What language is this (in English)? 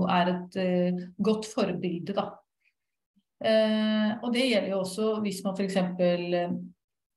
Norwegian